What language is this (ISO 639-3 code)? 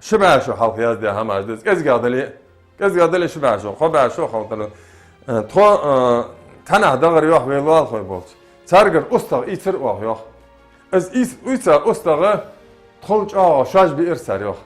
inh